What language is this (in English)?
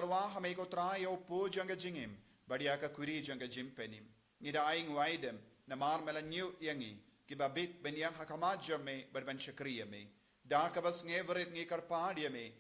Khasi